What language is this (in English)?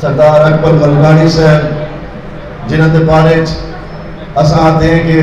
Saraiki